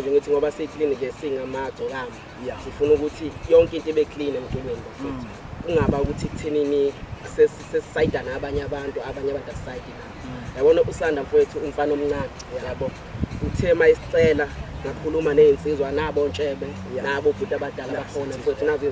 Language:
Zulu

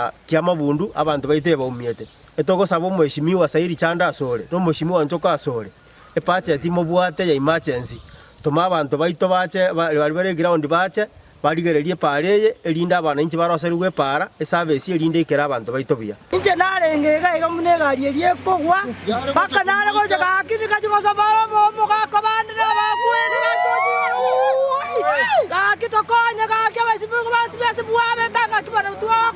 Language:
Gusii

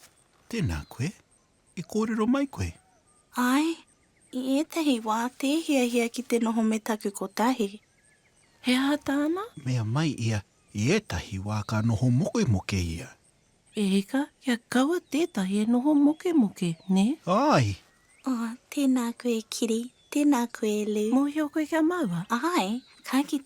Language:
Māori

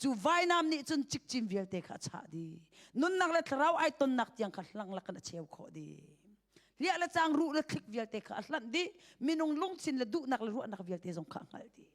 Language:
Hakha Chin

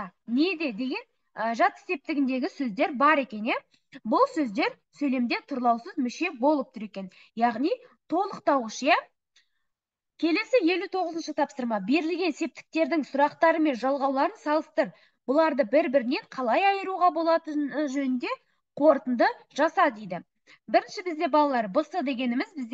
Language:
Kazakh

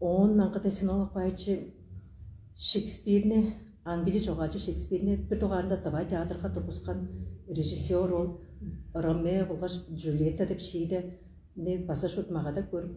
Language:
Tuvinian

